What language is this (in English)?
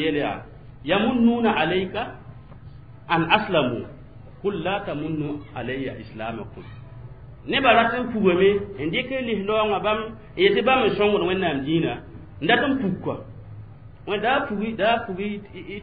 Mossi